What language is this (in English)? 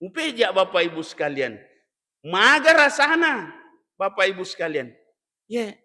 Buginese